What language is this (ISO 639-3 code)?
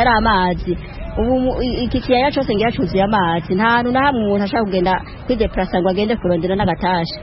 run